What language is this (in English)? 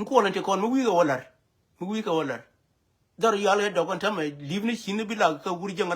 Nuer